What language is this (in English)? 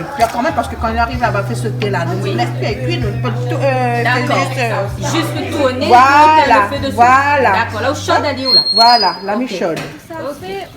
Réunion Creole French